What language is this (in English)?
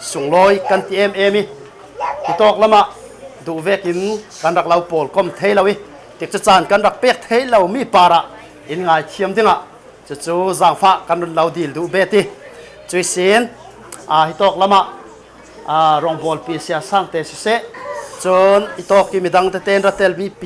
Falam Chin